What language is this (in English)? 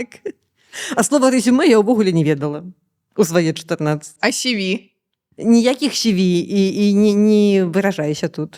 Belarusian